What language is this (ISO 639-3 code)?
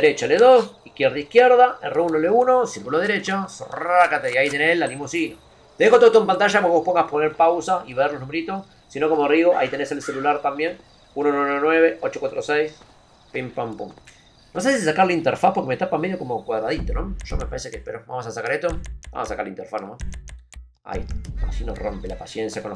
spa